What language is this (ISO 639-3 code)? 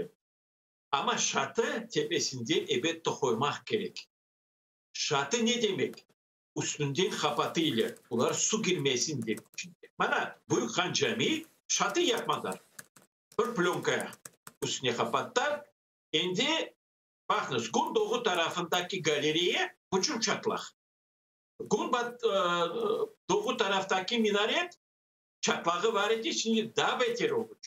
crh